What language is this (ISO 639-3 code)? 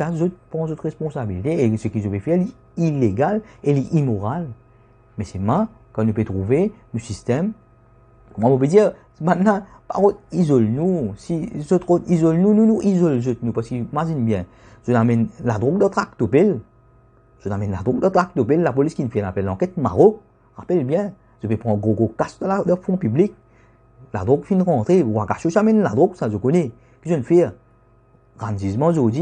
mfe